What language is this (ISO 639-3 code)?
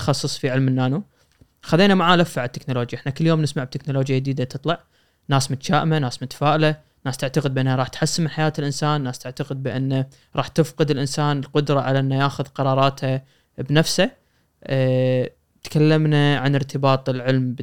afb